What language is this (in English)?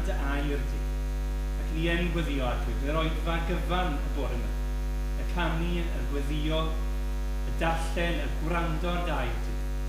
Welsh